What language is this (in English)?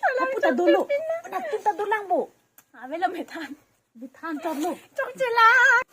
Karbi